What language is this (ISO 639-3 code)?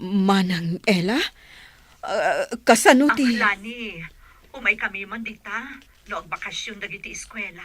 ilo